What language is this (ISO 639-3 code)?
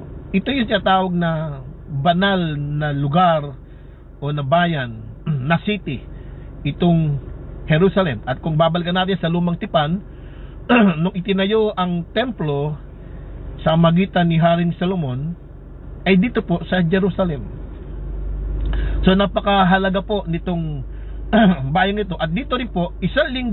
fil